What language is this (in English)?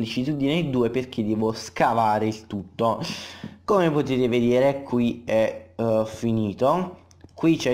Italian